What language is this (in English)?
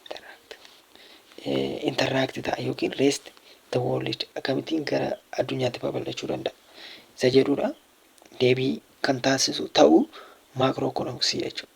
Oromo